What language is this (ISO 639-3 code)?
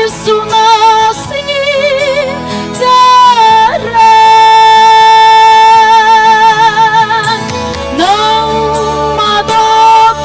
cnh